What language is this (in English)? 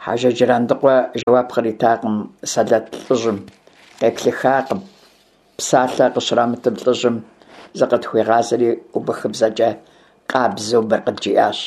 Kabardian